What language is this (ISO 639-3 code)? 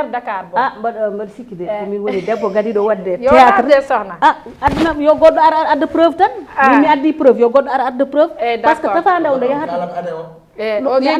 ful